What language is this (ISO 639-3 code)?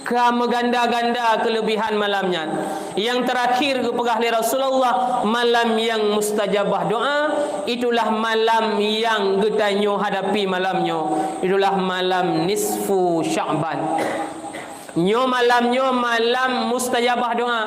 ace